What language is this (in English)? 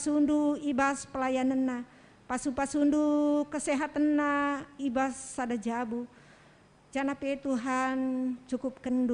Batak Karo